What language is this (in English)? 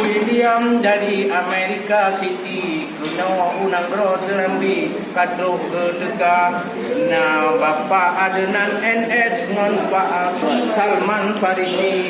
Achinese